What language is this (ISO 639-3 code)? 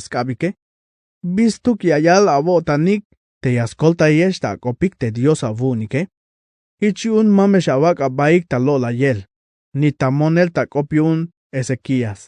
tzh